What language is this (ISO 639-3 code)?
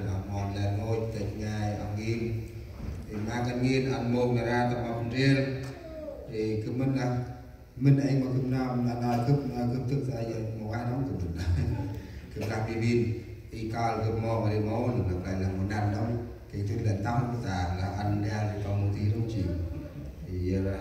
cmo